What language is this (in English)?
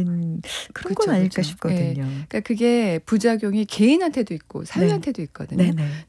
Korean